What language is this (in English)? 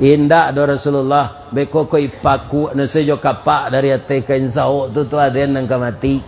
Minangkabau